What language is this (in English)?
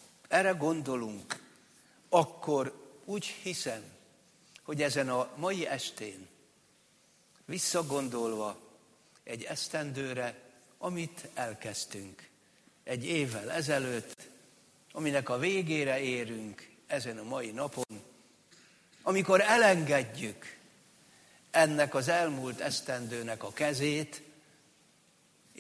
Hungarian